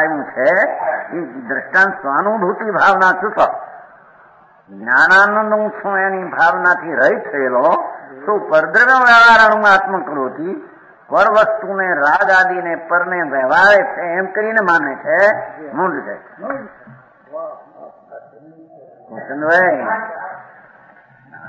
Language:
Gujarati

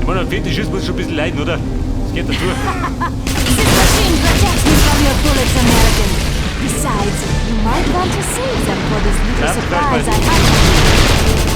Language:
Bavarian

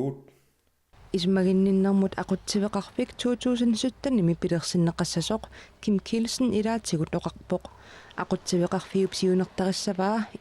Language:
Kalaallisut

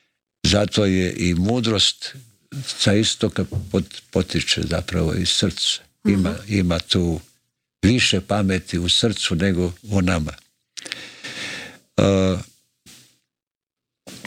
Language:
Croatian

